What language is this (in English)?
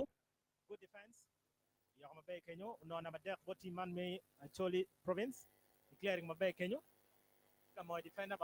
Acoli